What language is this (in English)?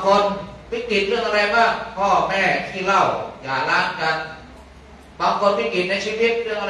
Thai